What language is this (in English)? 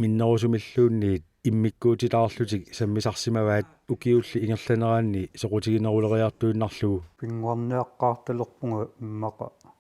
Kalaallisut